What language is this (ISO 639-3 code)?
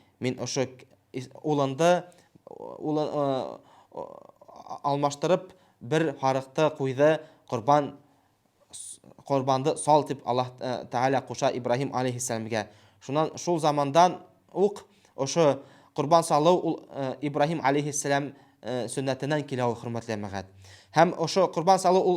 bak